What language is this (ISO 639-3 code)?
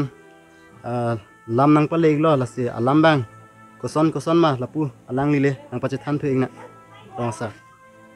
mjw